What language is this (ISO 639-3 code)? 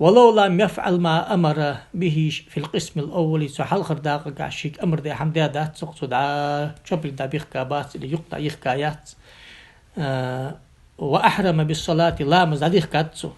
inh